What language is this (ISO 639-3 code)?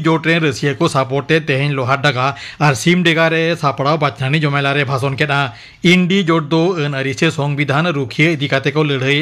sat